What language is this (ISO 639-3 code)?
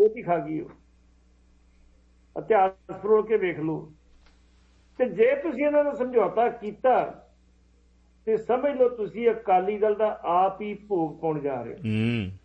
pan